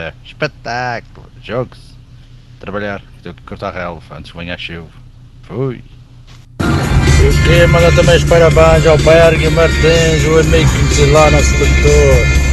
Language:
Portuguese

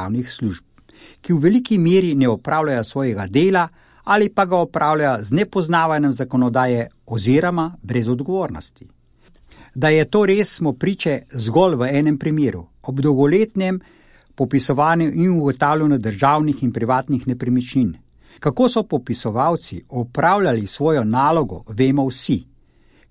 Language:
Slovenian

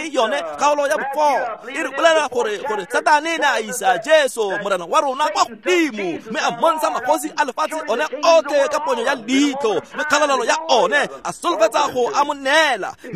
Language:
Tswana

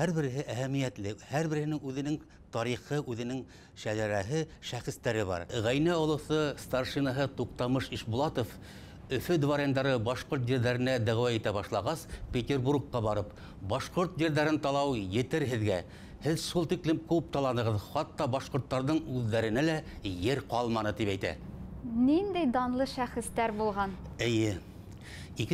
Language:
Bashkir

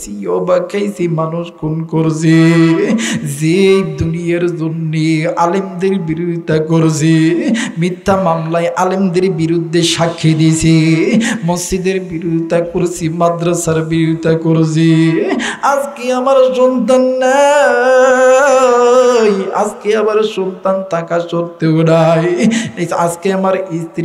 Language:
Bangla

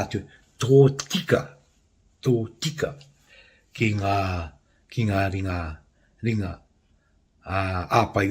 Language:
Māori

